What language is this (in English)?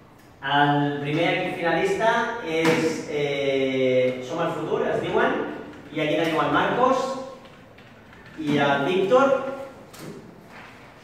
Catalan